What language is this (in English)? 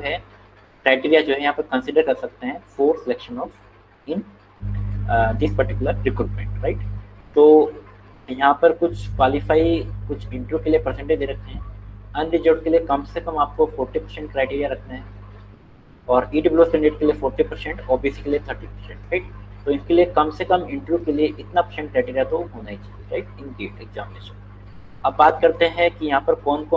Hindi